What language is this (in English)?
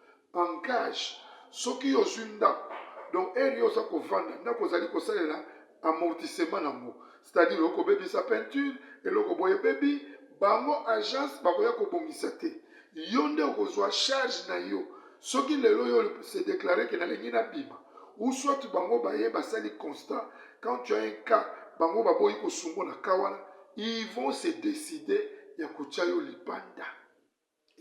Lingala